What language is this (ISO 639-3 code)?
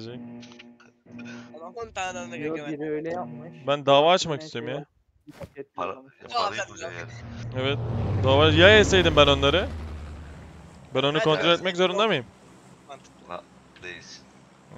tur